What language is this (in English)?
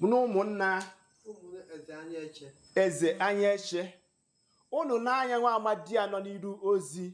Igbo